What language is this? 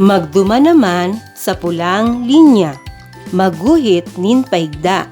Bikol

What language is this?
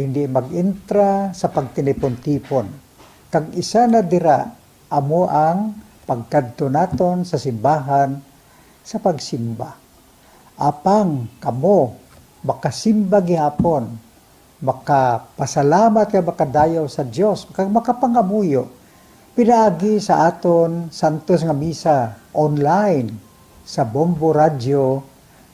Hiligaynon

